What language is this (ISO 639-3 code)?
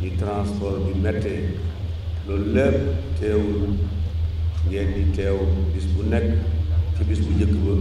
wol